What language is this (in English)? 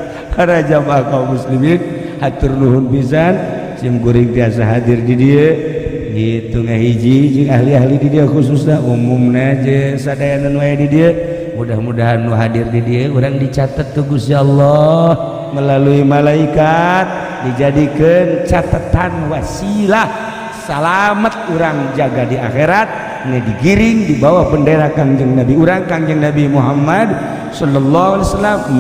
Sundanese